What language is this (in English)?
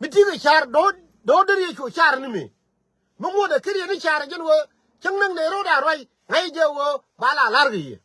Nuer